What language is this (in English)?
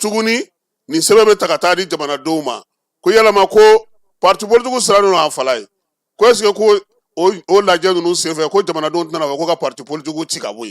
Bambara